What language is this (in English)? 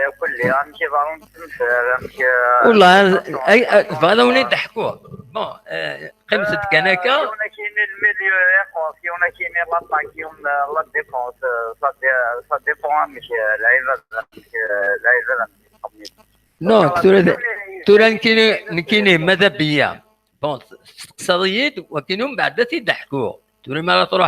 Kabyle